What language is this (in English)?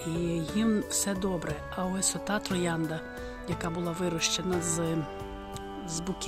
Ukrainian